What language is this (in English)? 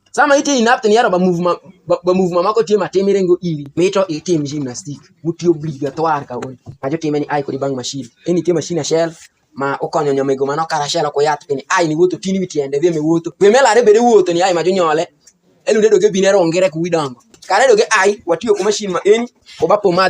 Alur